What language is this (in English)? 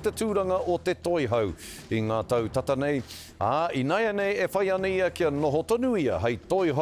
Māori